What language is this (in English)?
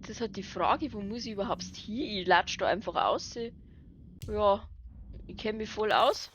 Bavarian